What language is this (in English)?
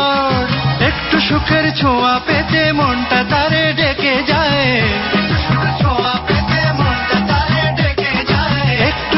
Bangla